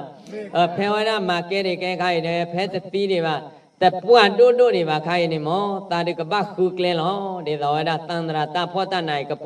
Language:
S'gaw Karen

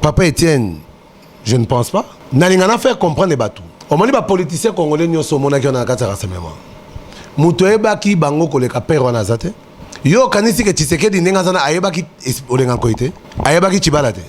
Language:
Lingala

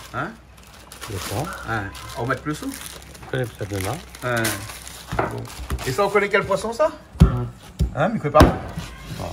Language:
Réunion Creole French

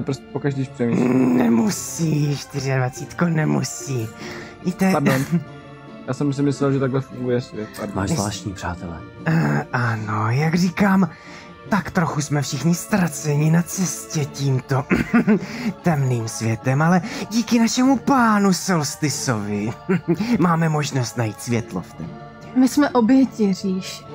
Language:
Czech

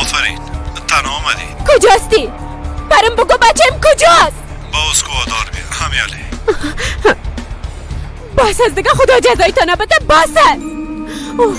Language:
Persian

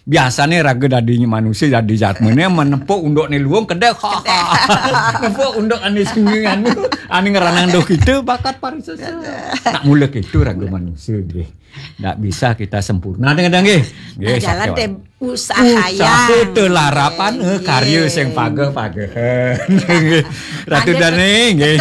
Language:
Balinese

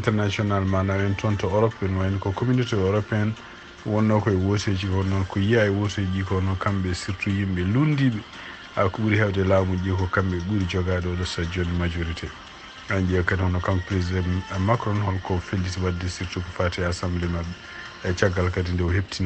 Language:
Fula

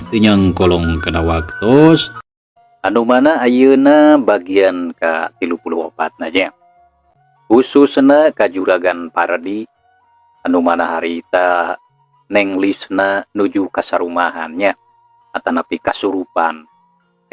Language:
Sundanese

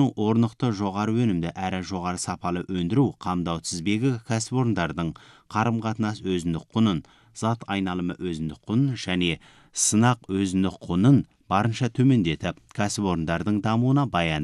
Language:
Kazakh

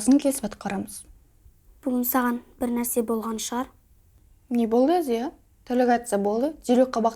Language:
Kazakh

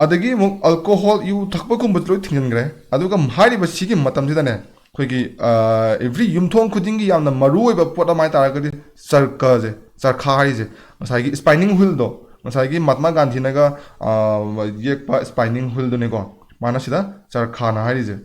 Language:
Manipuri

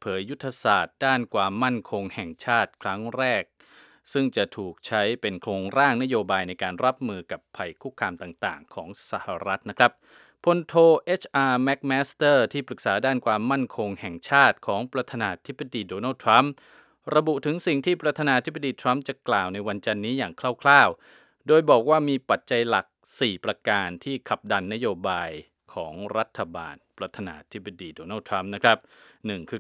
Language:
Thai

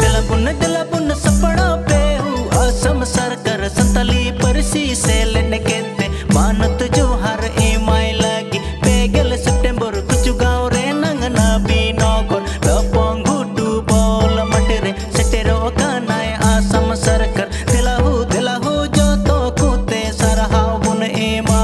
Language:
Santali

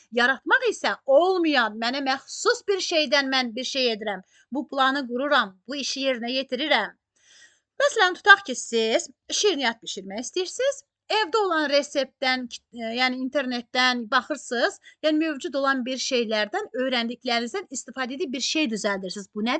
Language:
Azerbaijani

